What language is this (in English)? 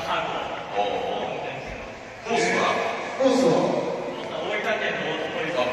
Japanese